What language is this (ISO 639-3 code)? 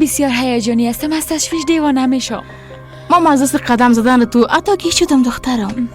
fas